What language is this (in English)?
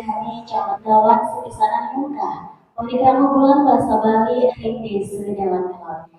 Balinese